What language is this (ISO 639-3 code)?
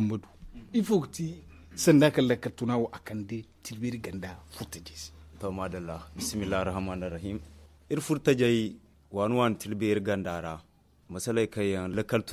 dje